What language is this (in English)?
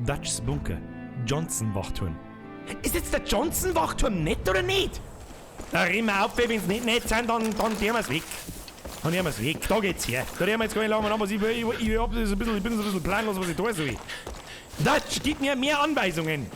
Bavarian